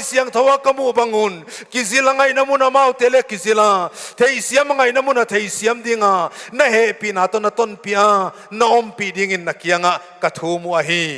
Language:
Paite Chin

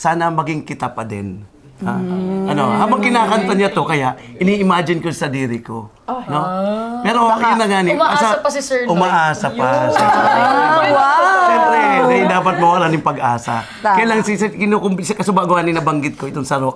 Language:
Bikol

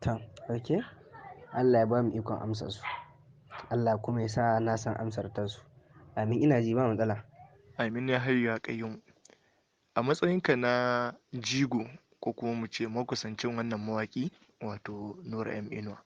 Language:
Hausa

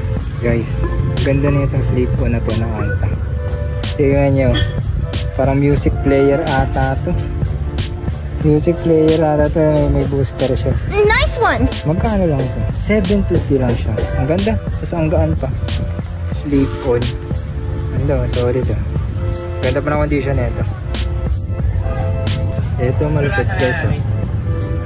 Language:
Filipino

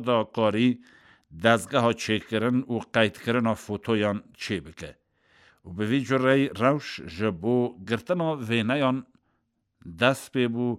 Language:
Kurdish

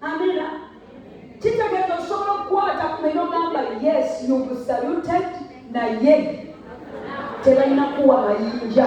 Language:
Ganda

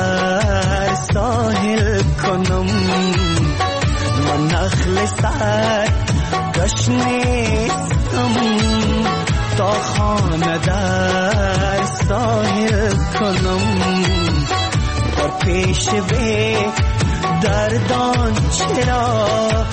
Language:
Persian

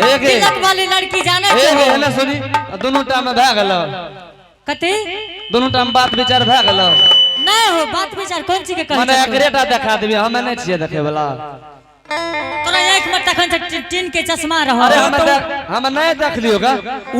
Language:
Angika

